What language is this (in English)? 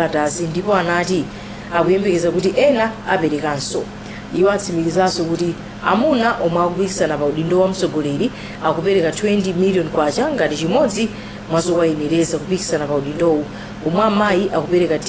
Nyanja